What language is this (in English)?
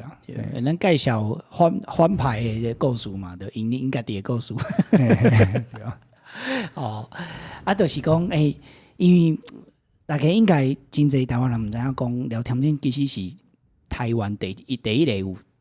Min Nan Chinese